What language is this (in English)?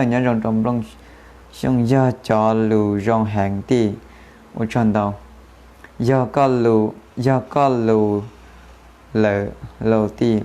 Hmong